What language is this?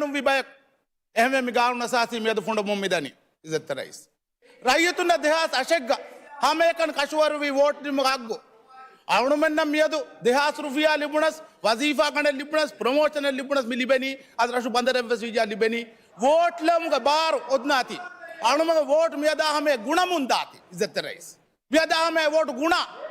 Divehi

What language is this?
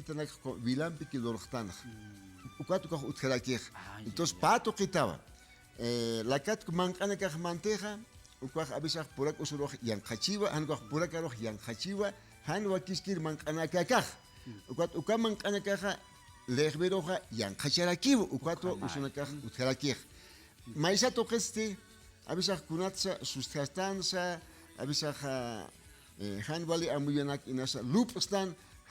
Aymara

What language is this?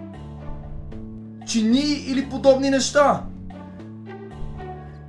Bulgarian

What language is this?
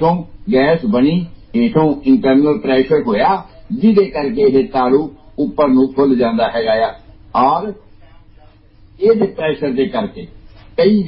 Punjabi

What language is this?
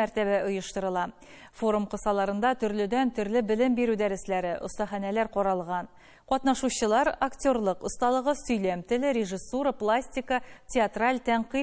Tatar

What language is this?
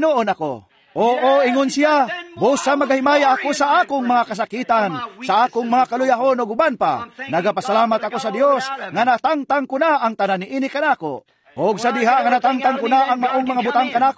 Cebuano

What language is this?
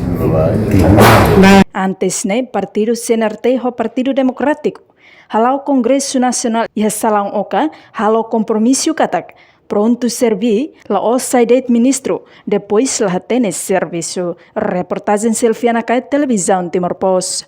Tetum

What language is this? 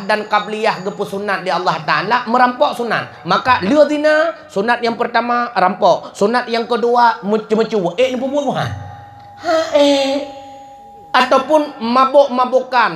Achinese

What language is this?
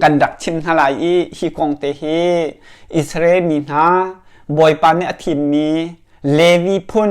Hakha Chin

